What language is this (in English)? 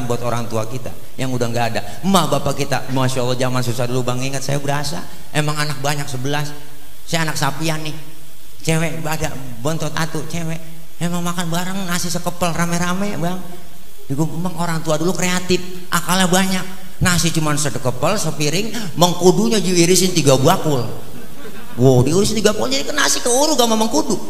Betawi